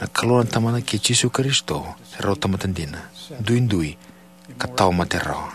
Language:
Fijian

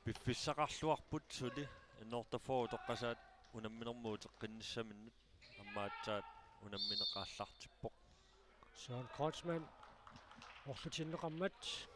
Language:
Kalaallisut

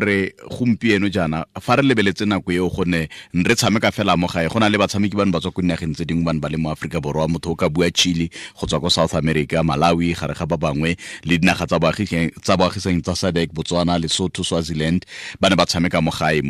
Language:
Tswana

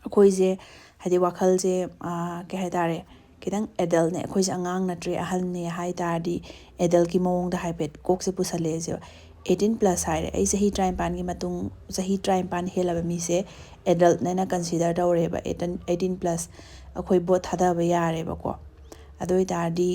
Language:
Manipuri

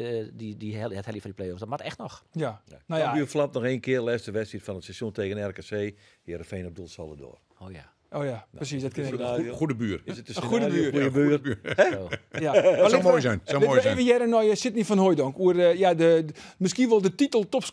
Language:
Western Frisian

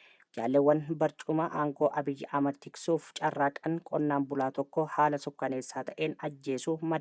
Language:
Oromo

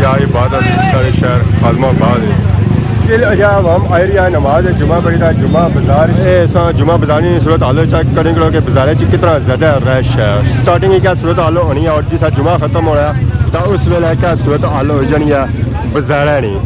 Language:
Pahari-Potwari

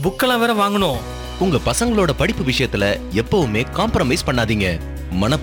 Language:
Tamil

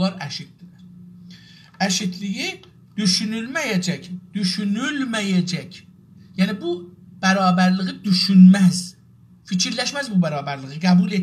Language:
South Azerbaijani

